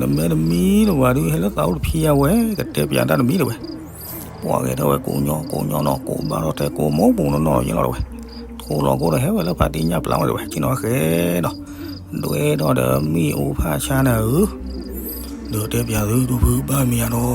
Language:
S'gaw Karen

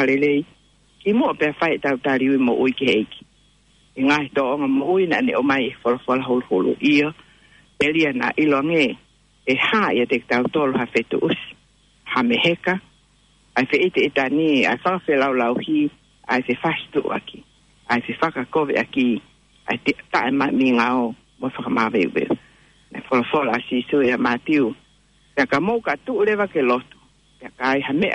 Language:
Tongan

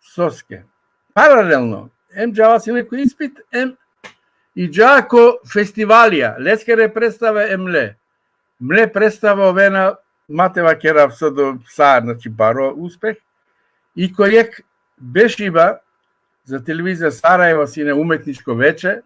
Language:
Balkan Romani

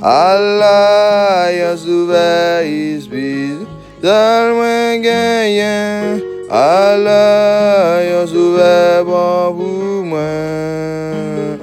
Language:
Haitian Creole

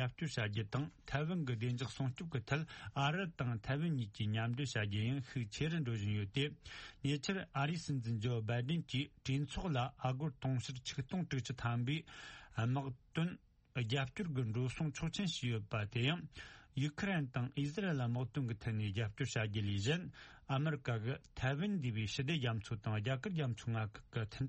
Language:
Tibetan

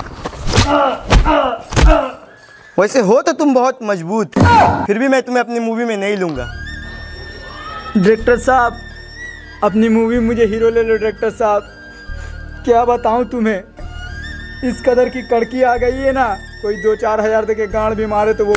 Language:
Hindi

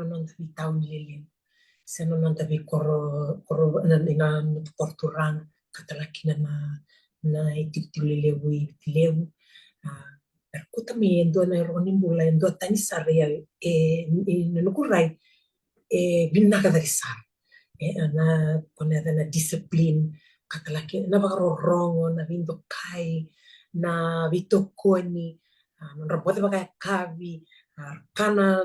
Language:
Fijian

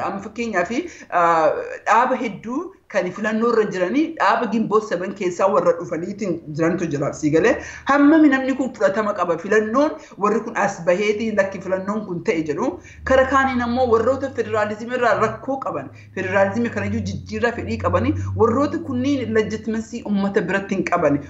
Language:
Oromo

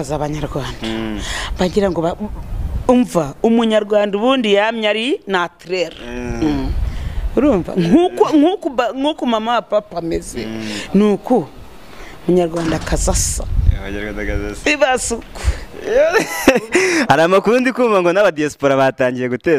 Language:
Kinyarwanda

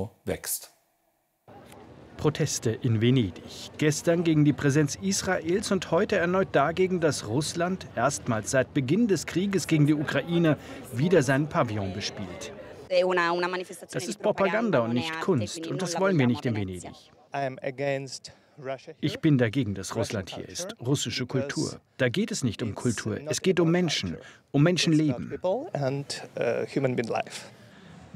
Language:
German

